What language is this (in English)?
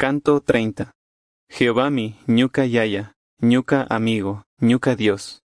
Chimborazo Highland Quichua